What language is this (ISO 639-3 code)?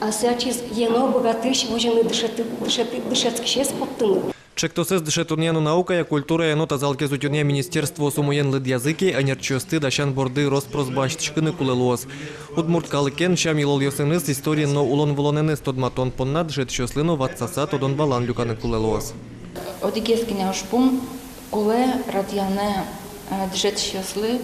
udm